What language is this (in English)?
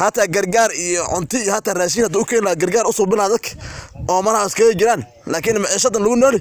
Somali